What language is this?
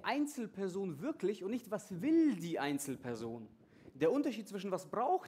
German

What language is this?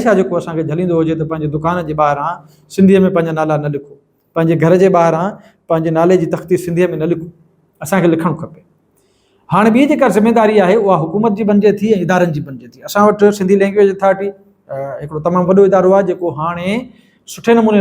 Sindhi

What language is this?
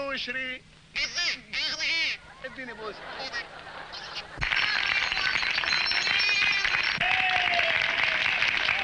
Egyptian Arabic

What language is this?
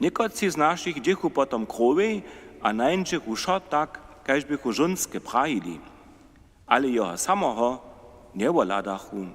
Upper Sorbian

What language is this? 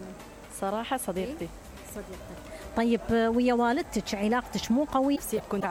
Mesopotamian Arabic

